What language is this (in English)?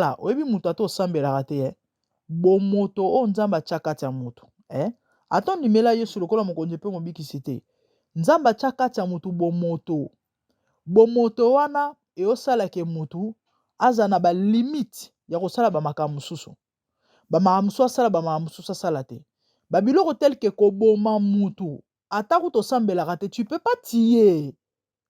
Lingala